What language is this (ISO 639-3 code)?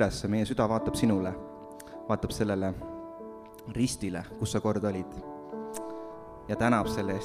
est